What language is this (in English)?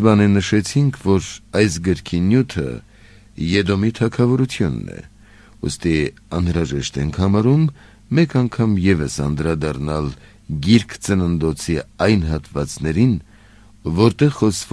Armenian